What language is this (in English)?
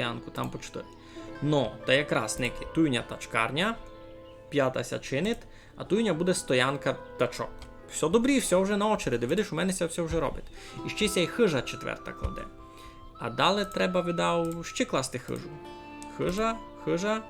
Rusyn